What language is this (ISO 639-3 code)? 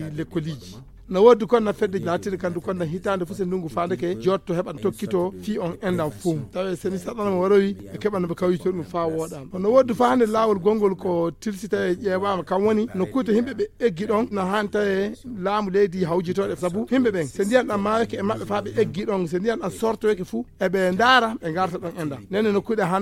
ful